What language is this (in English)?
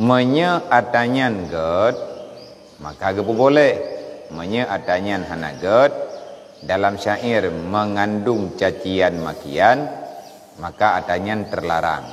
Achinese